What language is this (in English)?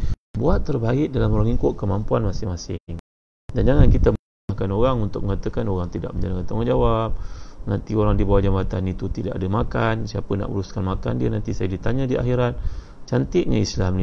Malay